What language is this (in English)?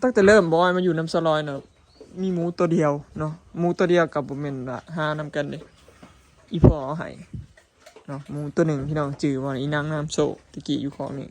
Lao